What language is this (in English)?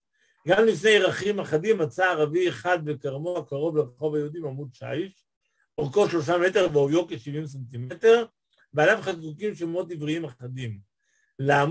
Hebrew